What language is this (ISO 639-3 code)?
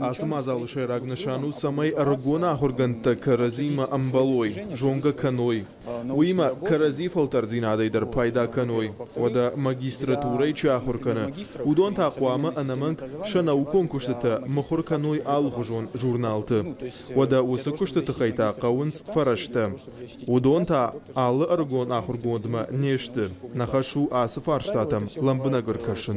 oss